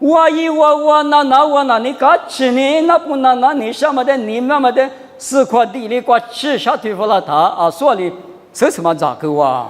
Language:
Lisu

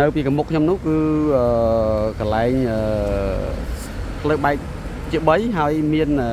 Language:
Khmer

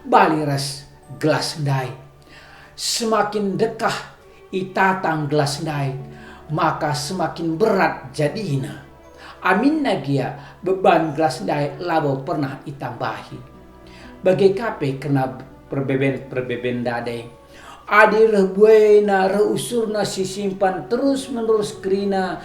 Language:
Batak Karo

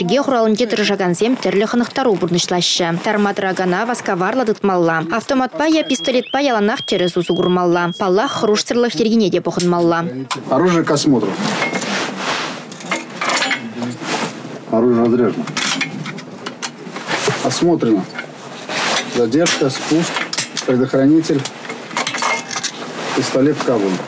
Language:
Chuvash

